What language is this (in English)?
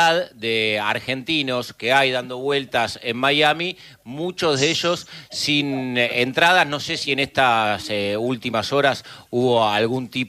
Spanish